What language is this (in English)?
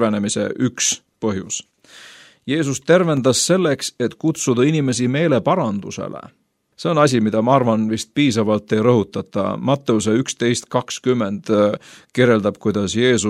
Estonian